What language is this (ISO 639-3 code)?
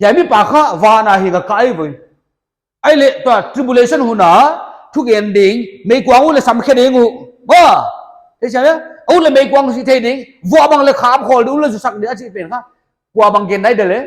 pck